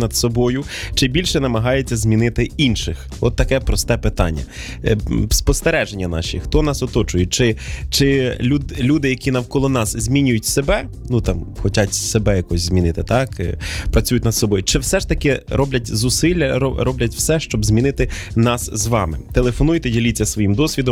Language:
Ukrainian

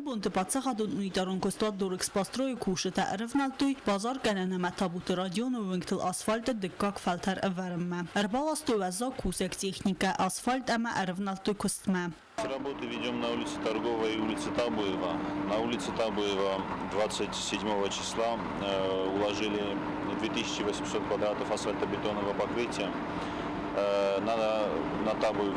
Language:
Ossetic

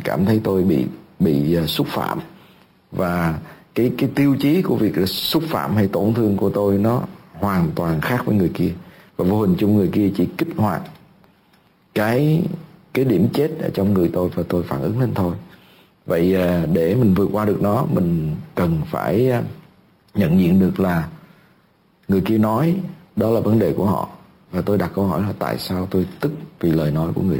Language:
Vietnamese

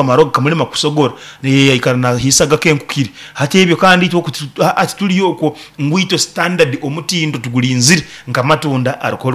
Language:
Nyoro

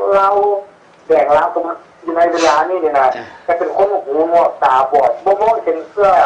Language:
Thai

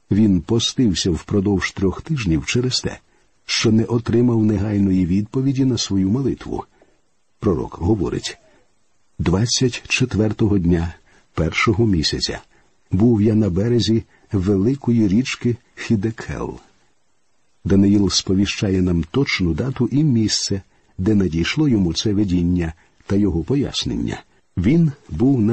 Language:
Ukrainian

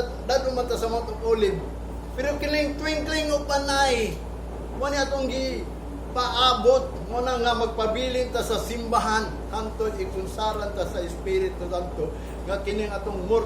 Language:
Cebuano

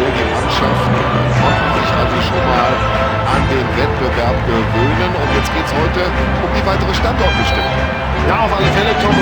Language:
Bavarian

